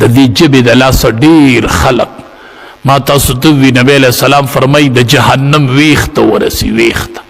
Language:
Pashto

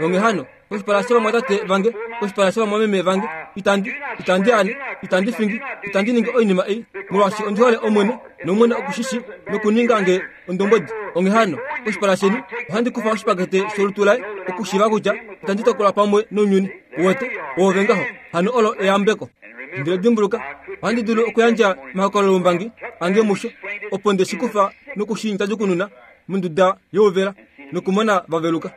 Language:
Kuanyama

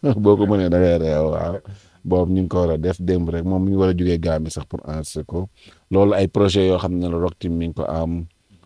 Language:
Wolof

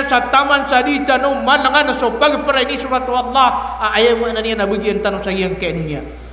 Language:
Maranao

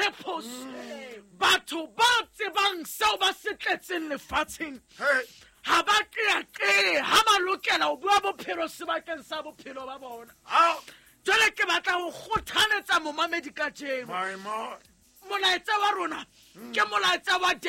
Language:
Southern Sotho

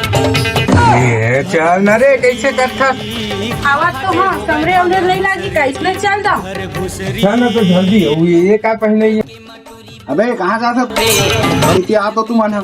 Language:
Chhattisgarhi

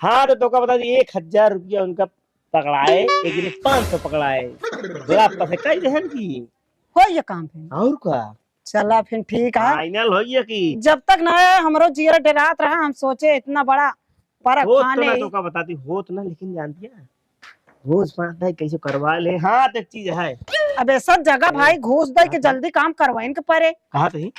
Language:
Awadhi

